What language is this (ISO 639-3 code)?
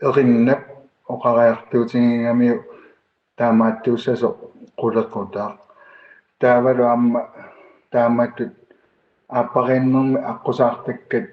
kal